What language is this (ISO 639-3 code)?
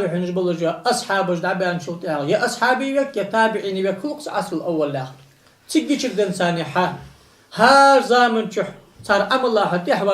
inh